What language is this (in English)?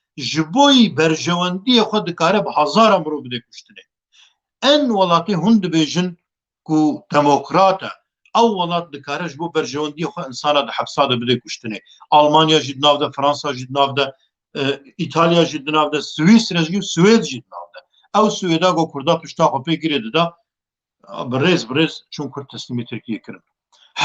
Kurdish